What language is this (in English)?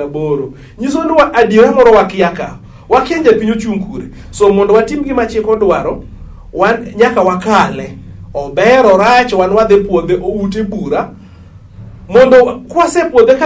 Luo (Kenya and Tanzania)